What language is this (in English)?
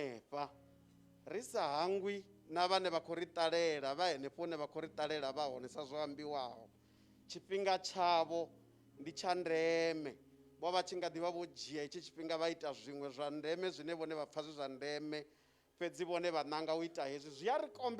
Venda